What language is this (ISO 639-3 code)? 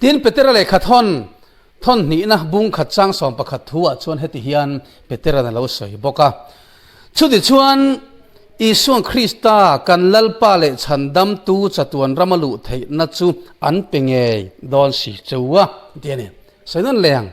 lus